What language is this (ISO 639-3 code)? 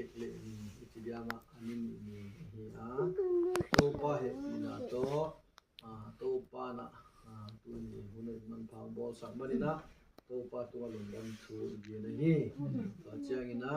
ctd